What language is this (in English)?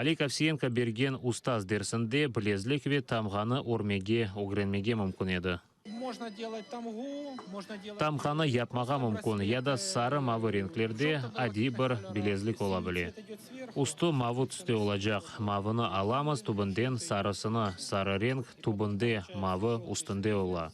Crimean Tatar